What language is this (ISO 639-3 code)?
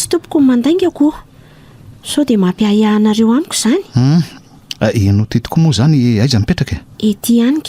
mlg